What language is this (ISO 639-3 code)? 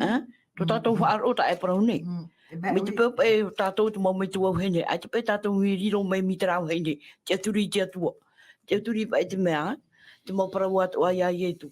tah